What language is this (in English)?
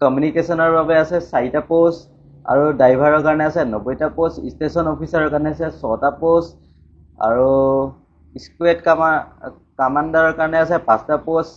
Assamese